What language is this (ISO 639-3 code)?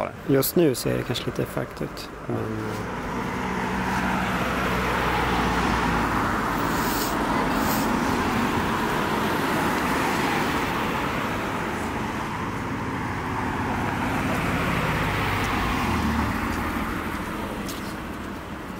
nor